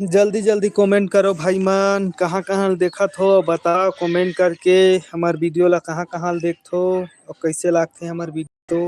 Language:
Chhattisgarhi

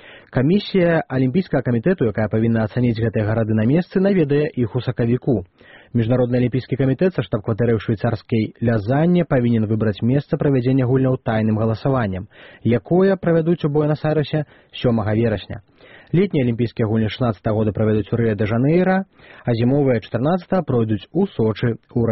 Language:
Belarusian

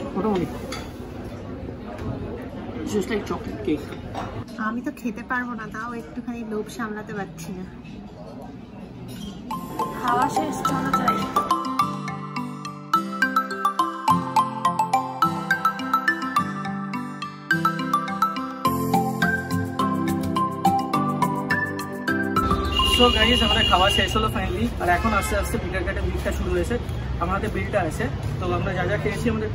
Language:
Bangla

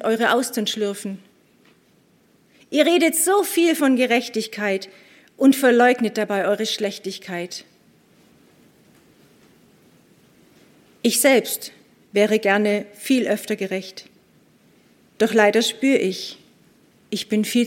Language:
German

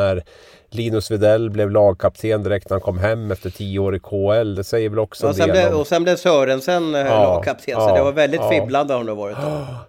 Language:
Swedish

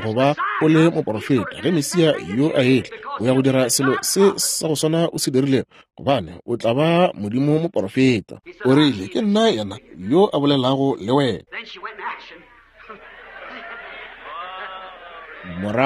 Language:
Northern Sotho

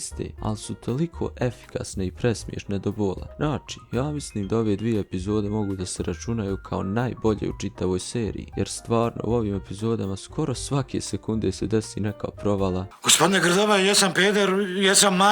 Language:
Bosnian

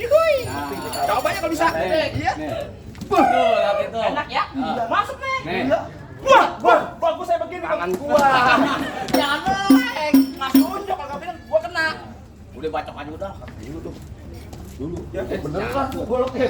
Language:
Betawi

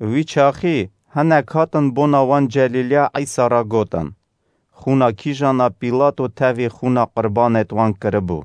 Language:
Kurdish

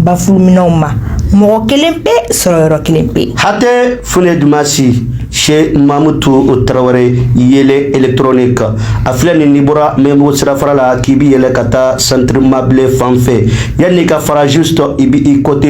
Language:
Bambara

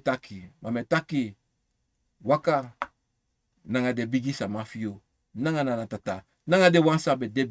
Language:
Sranan Tongo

